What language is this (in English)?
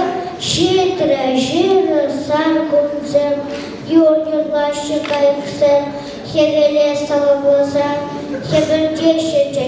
Chuvash